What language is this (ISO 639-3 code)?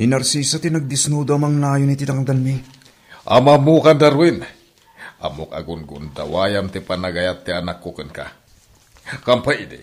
ilo